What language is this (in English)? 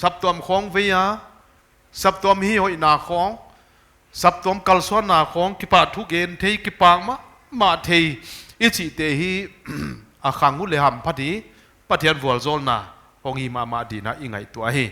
Paite Chin